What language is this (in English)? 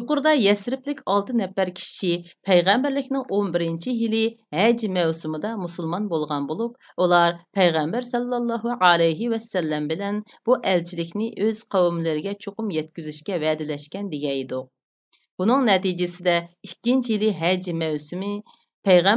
Uyghur